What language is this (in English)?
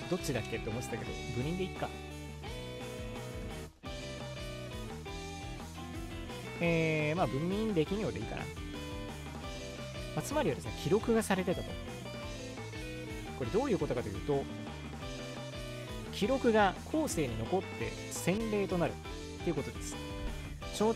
Japanese